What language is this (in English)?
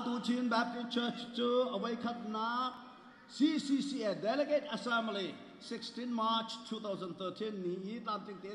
Hakha Chin